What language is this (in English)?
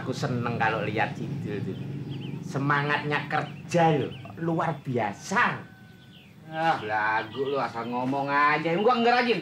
Betawi